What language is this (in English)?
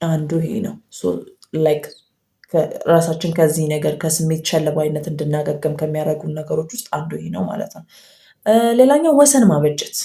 Amharic